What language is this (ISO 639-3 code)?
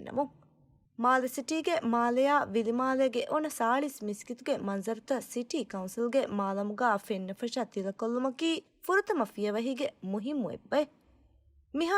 div